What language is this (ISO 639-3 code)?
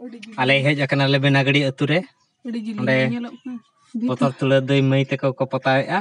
sat